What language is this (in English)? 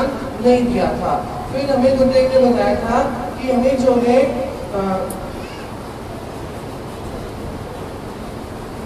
Hindi